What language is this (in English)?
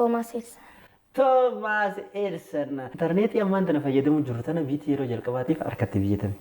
Oromo